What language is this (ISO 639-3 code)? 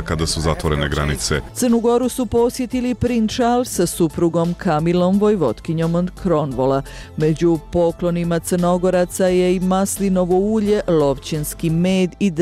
hrv